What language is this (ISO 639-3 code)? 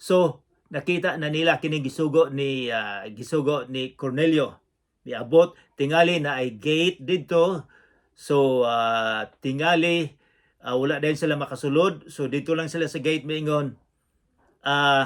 ceb